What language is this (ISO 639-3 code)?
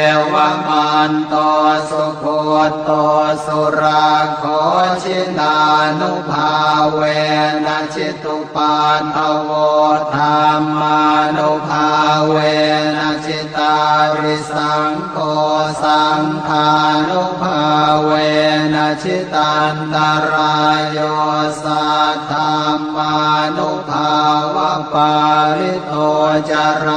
pli